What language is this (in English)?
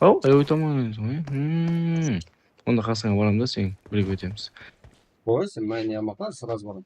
Kara-Kalpak